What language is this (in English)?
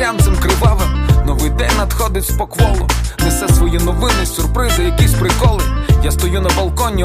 Ukrainian